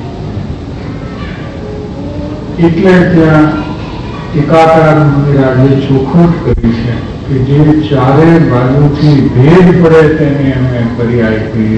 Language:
Gujarati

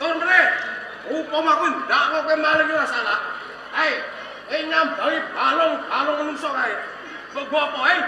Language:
Javanese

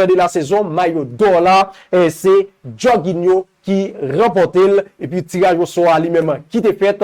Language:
Haitian Creole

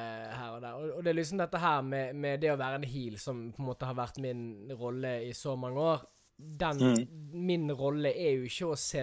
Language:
Norwegian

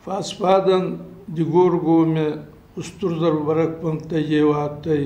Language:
Ossetic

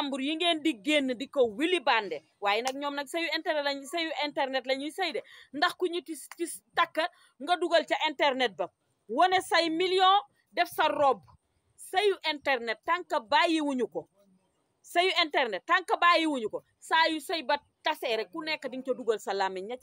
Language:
Wolof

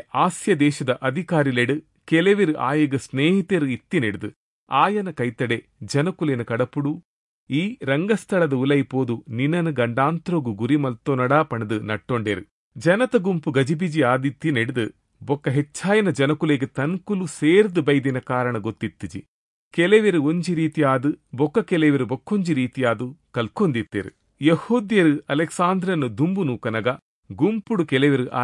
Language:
Tulu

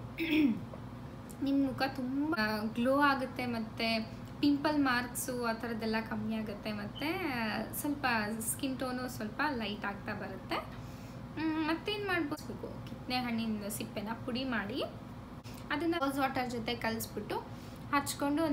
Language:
Kannada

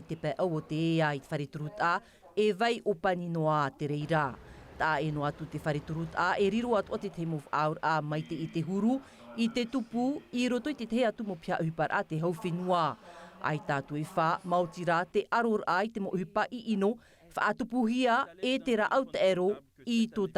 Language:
Tahitian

